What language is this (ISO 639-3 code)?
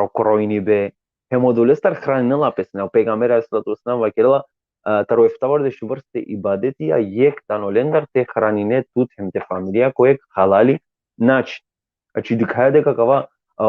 rmn